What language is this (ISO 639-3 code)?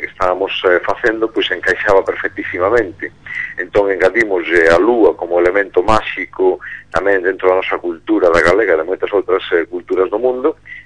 glg